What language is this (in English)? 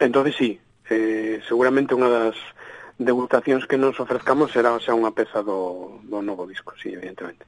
Galician